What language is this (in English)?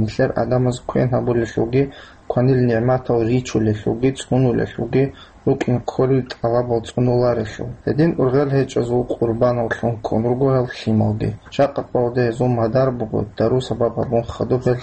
Avaric